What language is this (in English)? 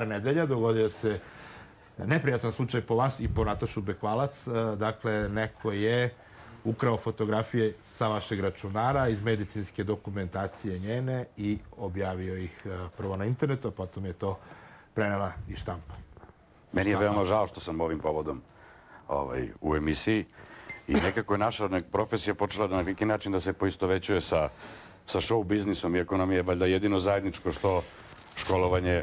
Serbian